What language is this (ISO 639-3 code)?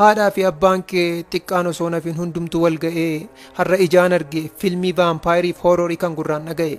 orm